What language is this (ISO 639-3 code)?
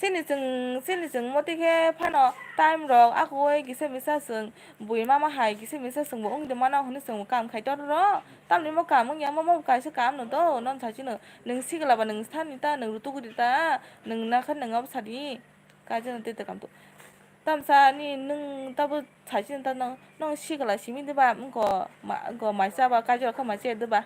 trp